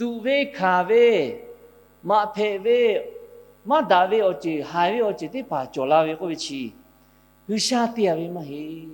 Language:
Lahu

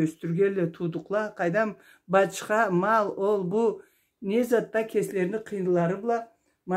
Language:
Karachay-Balkar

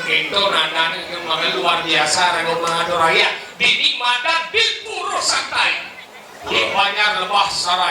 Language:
Balinese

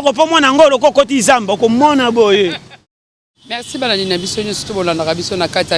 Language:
Lingala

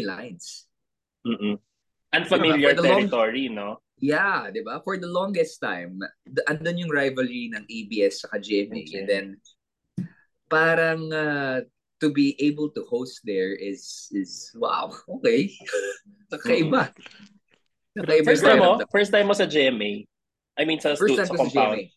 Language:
Filipino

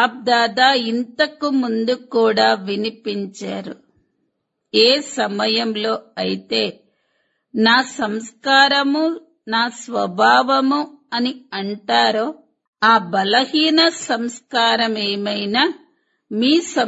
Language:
Telugu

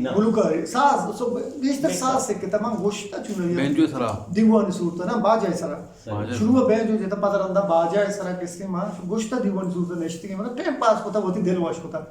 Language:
Eastern Balochi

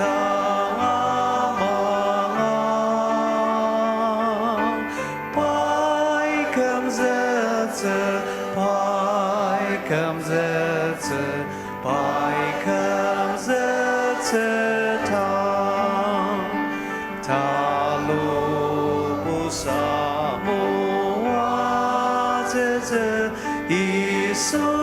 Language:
Ao Naga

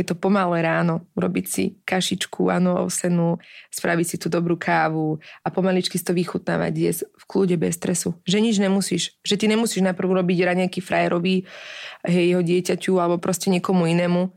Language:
Slovak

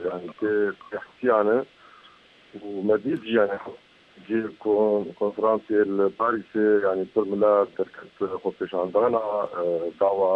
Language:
Kurdish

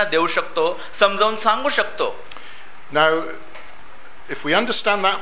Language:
Marathi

